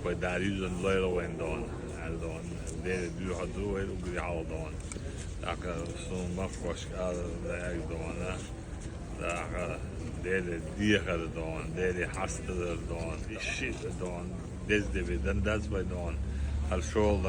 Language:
Chechen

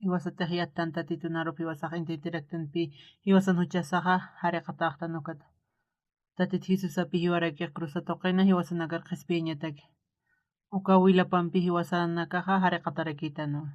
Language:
Aymara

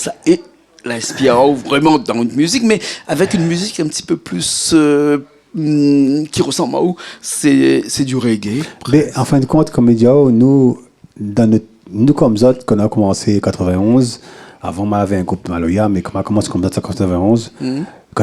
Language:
Réunion Creole French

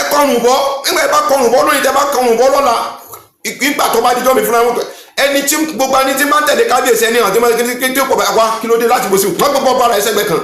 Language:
Yoruba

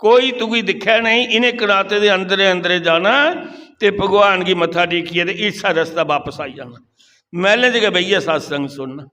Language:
Dogri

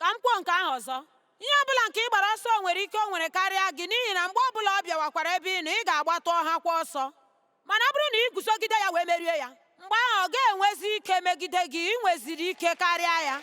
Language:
Igbo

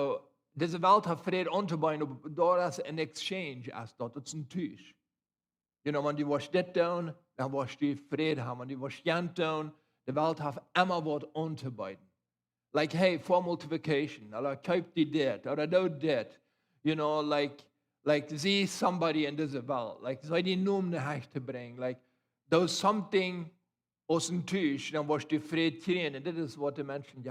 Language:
Plautdietsch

